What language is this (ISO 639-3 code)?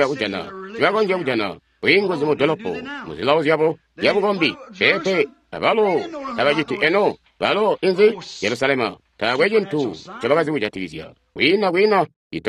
toi